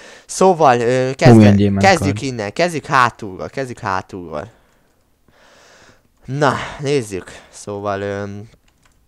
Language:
Hungarian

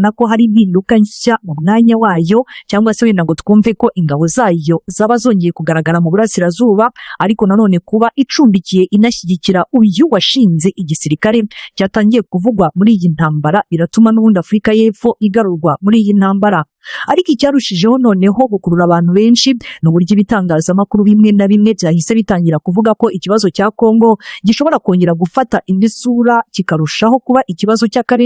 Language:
Kinyarwanda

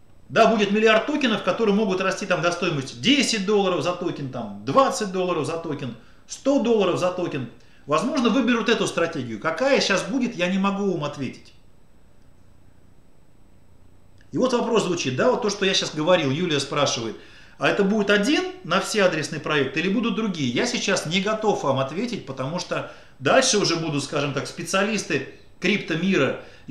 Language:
Russian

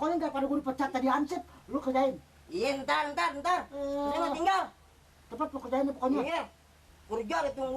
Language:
Betawi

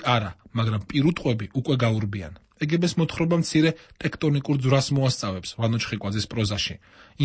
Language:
Georgian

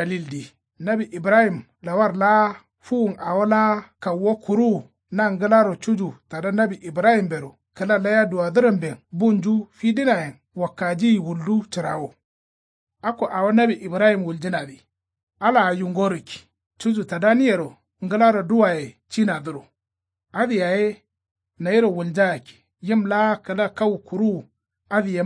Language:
Kanuri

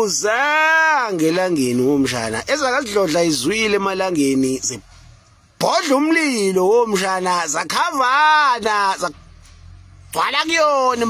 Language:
Zulu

